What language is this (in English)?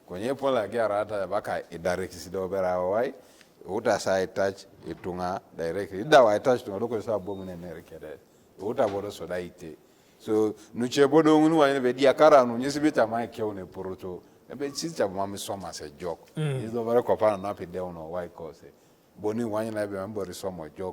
Teso